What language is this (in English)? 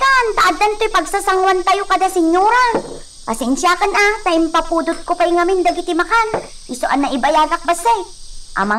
Iloko